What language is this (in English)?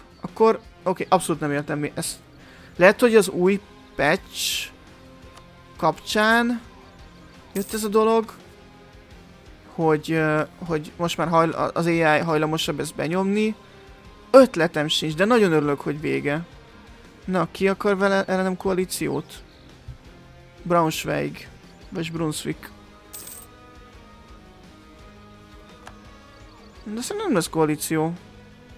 Hungarian